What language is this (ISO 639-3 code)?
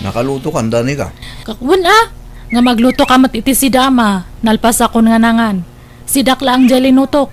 ilo